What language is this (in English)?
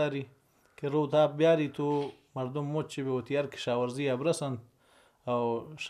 Baluchi